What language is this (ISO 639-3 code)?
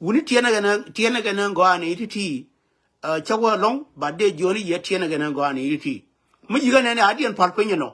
nus